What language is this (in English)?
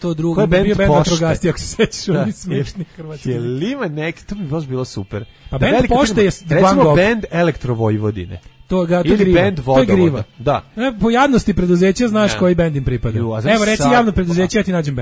Serbian